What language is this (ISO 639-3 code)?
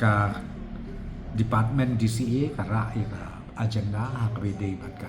kha